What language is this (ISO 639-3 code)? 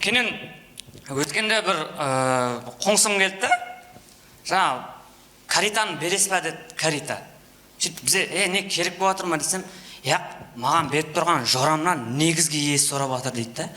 kaa